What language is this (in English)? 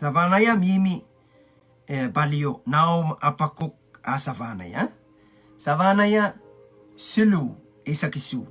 Pohnpeian